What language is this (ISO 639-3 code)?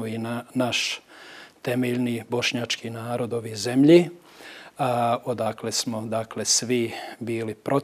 bos